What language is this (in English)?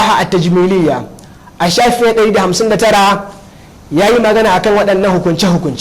Hausa